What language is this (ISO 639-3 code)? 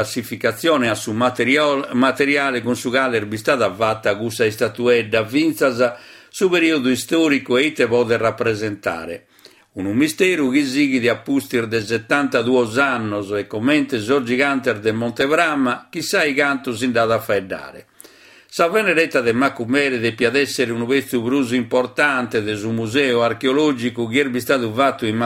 srd